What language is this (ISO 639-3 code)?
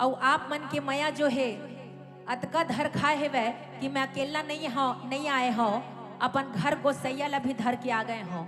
hne